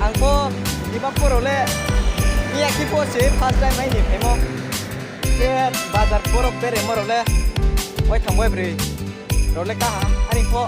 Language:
Riang (India)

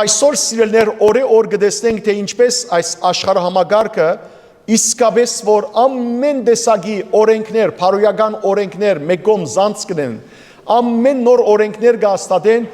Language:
Western Armenian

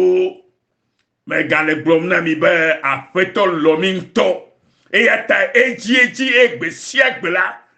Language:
Ewe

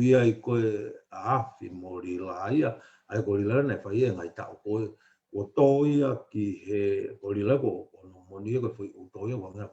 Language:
Tongan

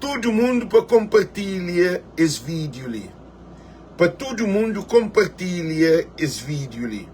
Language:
Kabuverdianu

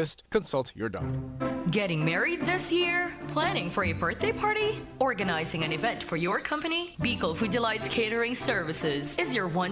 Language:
Bikol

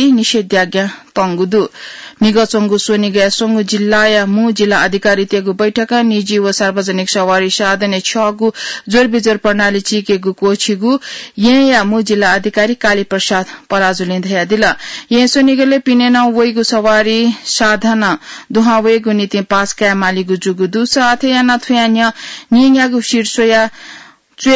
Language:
Newari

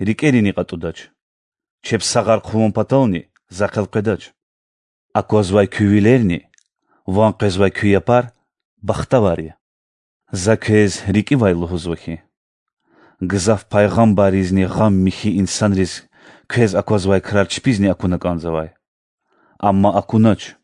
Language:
Lezghian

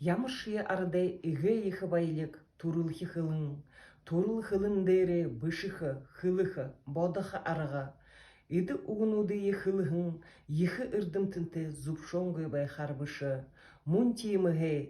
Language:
Buriat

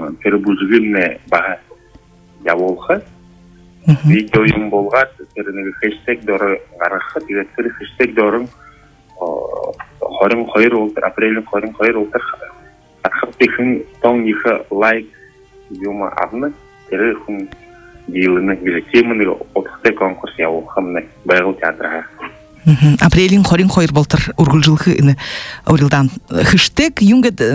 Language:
Buriat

